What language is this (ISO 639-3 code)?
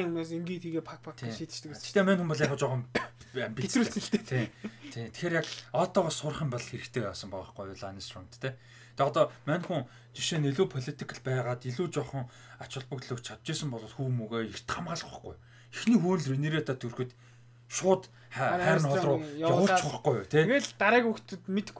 mon